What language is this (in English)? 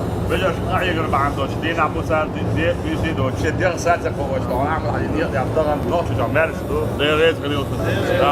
Chechen